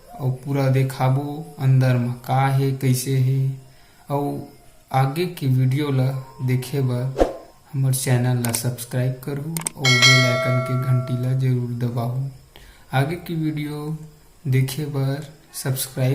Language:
Chhattisgarhi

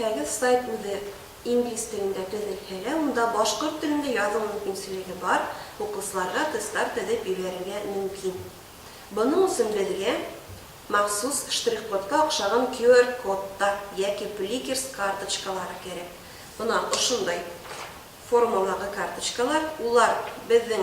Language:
Bashkir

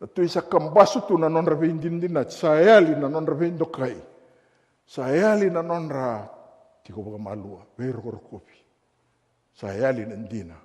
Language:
Fijian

